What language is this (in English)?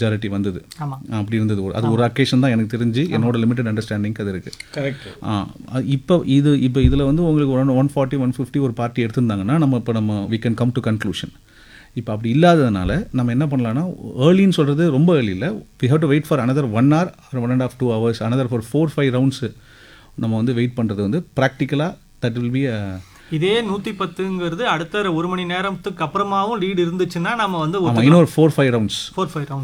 Tamil